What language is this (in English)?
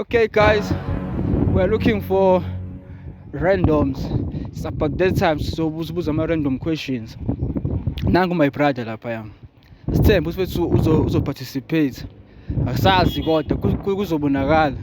Zulu